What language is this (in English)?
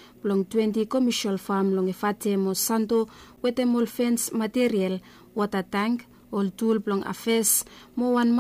Bislama